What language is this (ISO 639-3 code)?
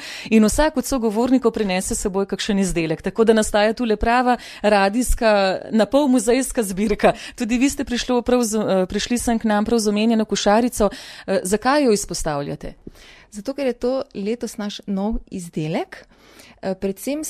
slv